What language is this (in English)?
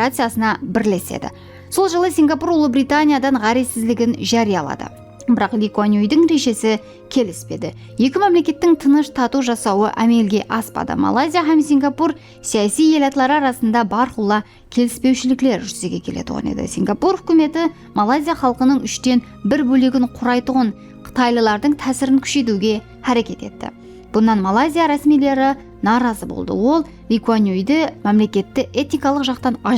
Kara-Kalpak